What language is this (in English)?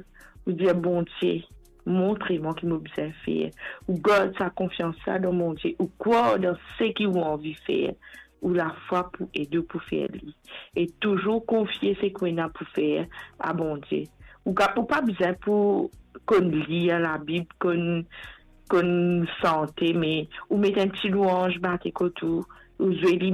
Morisyen